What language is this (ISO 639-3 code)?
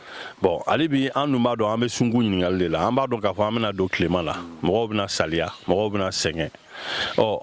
bam